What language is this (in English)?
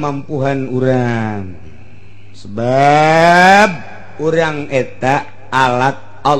Sundanese